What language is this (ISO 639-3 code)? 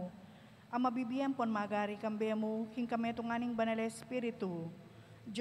pam